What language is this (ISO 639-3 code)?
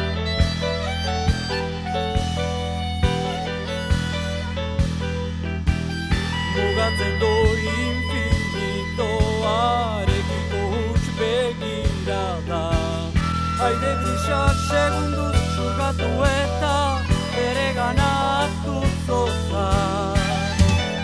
eus